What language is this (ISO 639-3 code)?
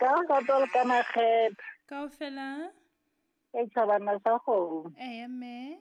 sot